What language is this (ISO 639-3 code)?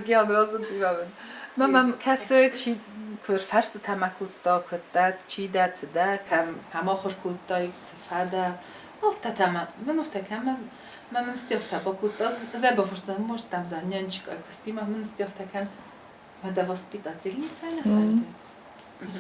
oss